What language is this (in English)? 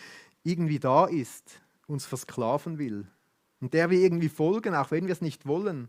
Swiss German